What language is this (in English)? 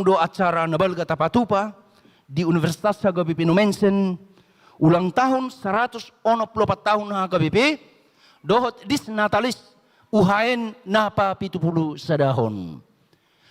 Batak Toba